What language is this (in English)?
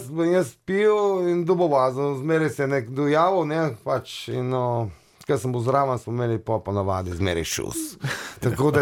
Slovenian